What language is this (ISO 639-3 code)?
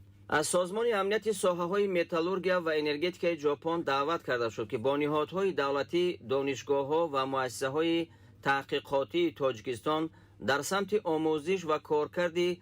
tgk